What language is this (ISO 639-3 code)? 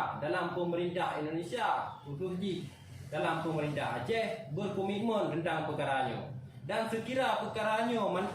ace